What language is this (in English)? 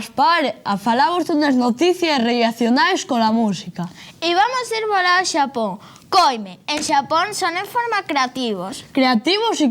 Asturian